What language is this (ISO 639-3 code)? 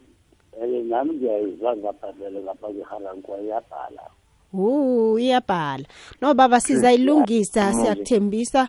nbl